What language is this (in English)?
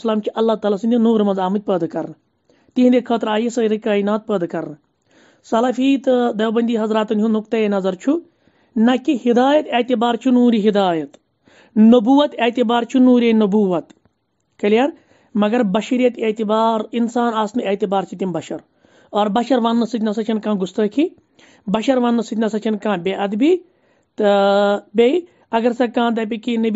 Kashmiri